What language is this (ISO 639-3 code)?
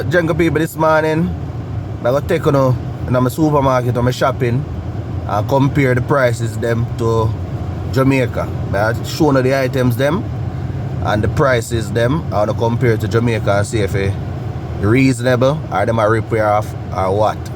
jam